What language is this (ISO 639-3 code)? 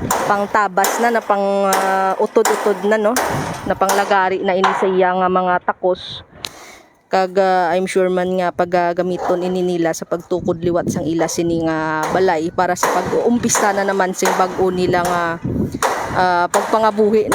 hil